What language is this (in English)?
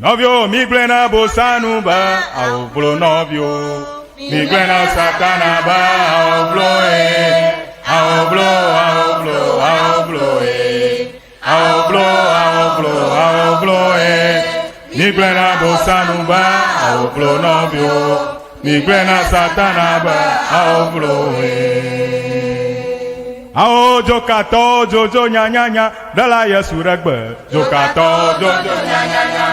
Ewe